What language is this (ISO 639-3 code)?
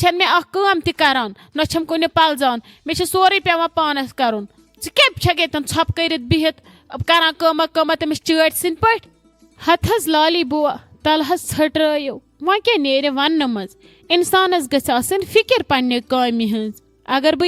kas